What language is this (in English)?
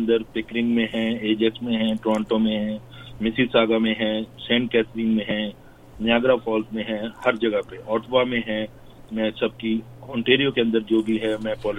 Hindi